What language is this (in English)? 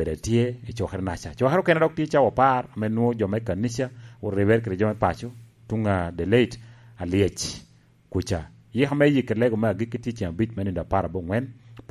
Lango (Uganda)